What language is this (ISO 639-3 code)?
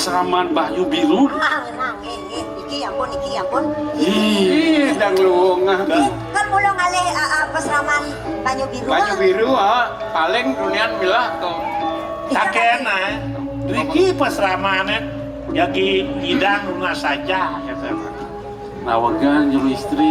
ban